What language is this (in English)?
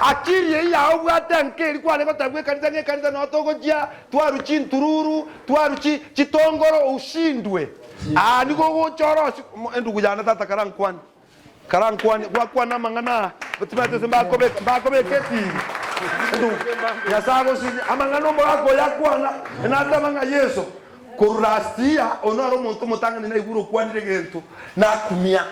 Gusii